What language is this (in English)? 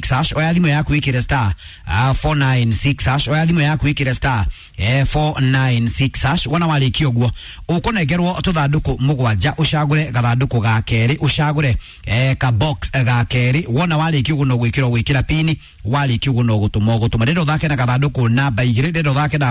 Kikuyu